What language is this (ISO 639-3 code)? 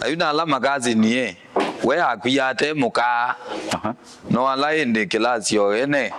kam